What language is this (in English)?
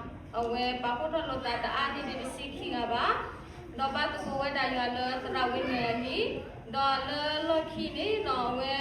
S'gaw Karen